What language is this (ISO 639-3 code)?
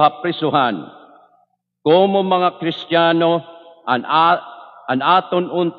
war